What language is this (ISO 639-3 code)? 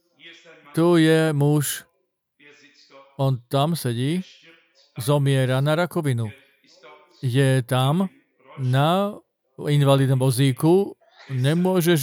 slk